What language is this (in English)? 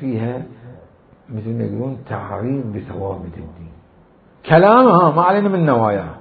Mesopotamian Arabic